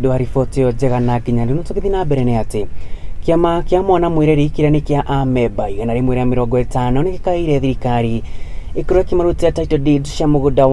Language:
Kikuyu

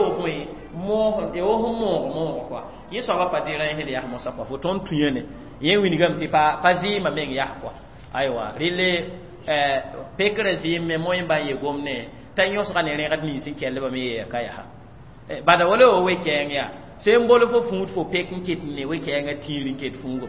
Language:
Mossi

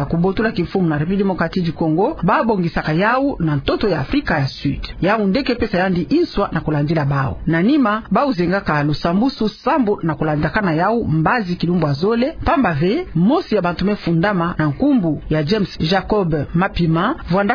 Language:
Kituba (Democratic Republic of Congo)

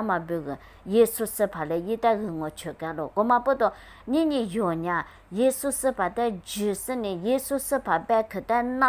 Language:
Lisu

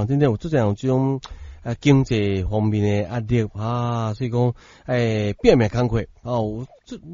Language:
Min Nan Chinese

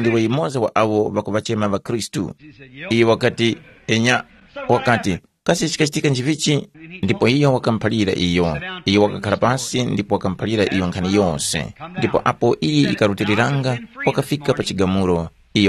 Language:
Tumbuka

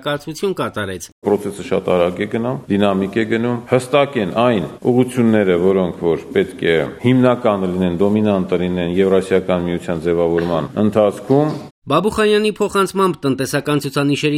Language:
Armenian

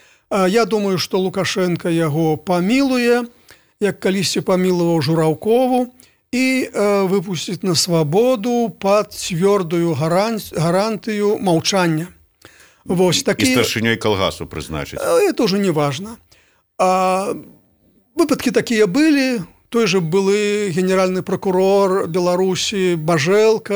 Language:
Belarusian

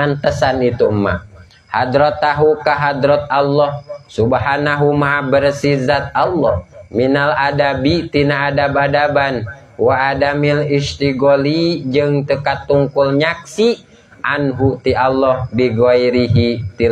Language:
Sundanese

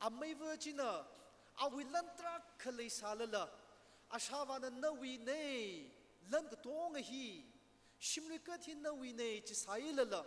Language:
Tangkhul Naga (India)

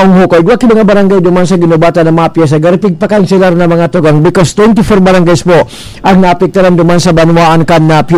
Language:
Bikol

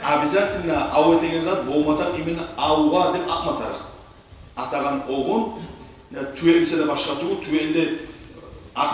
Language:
Kumyk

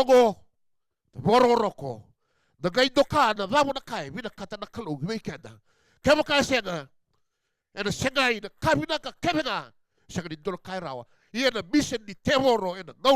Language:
Fijian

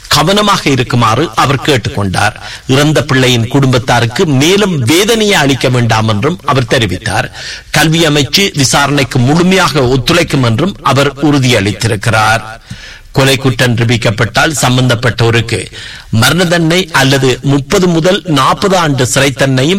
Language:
Tamil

